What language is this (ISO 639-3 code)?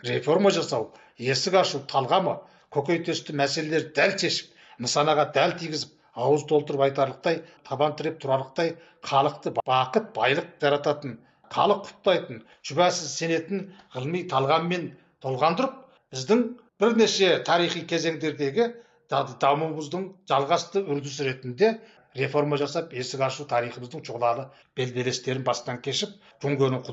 kaz